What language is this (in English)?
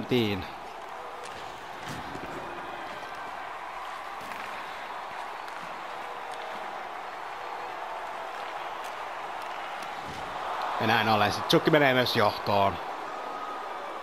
Finnish